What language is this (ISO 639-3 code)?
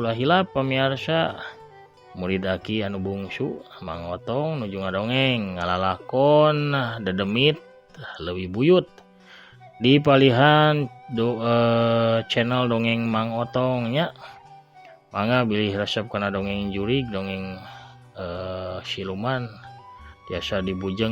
sun